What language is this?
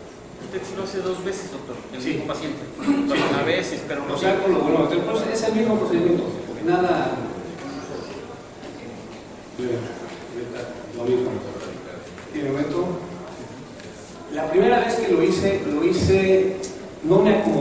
Spanish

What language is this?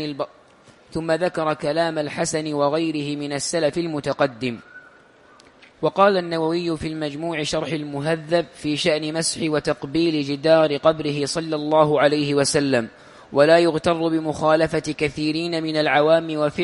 Arabic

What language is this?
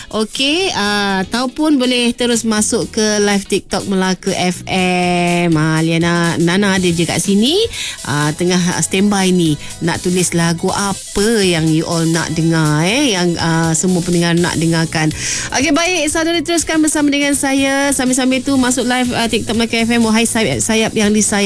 Malay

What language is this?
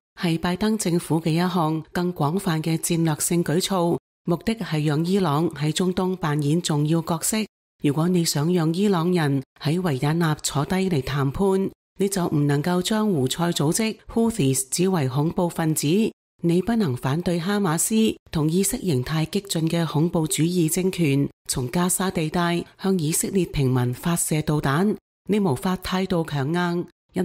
Cantonese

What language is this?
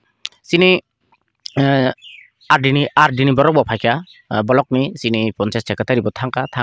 Kok Borok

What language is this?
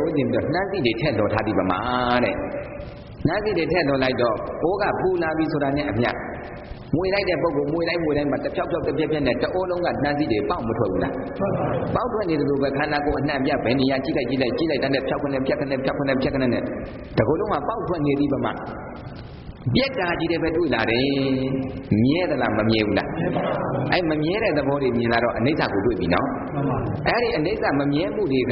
Burmese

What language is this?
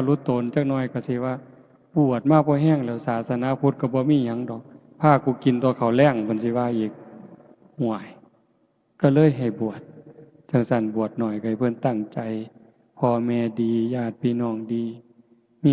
Northeastern Thai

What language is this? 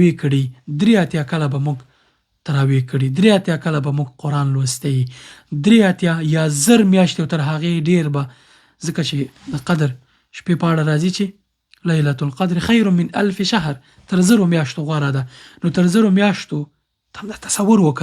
Pashto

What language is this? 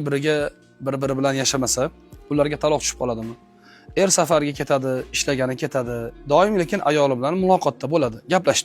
Uzbek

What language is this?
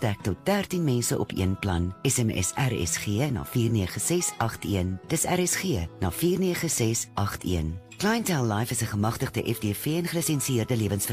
Afrikaans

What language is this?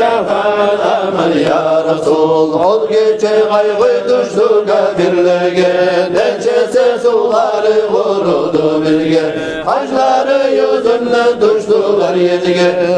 Kumyk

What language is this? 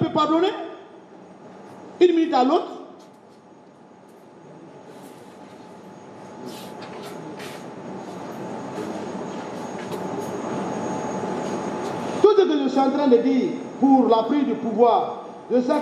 French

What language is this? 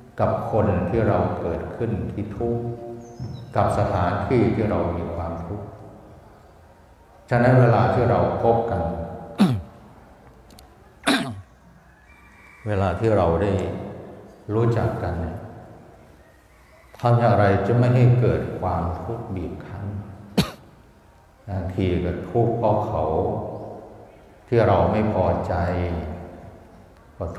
Thai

